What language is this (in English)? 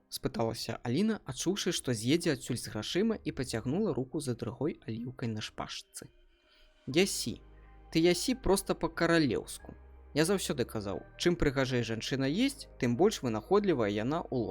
Belarusian